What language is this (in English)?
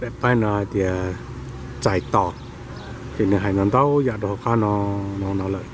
Hmong